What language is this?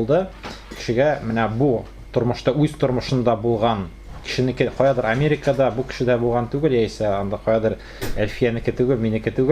Tatar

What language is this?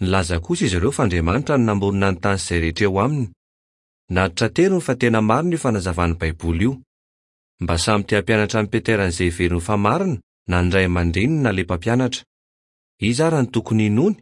Malagasy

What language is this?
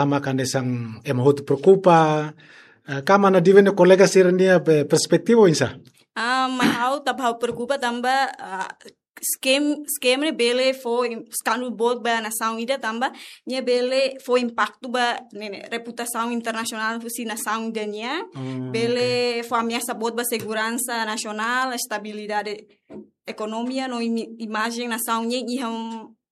Tetum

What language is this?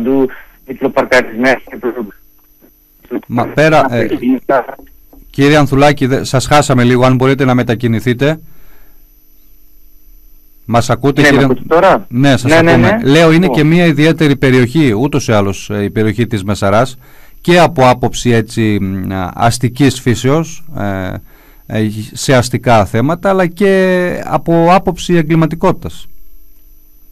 Greek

